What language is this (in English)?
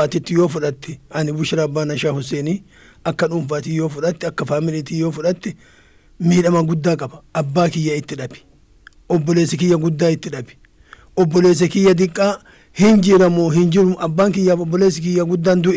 Oromo